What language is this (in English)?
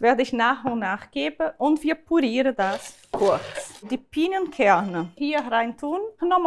Swiss German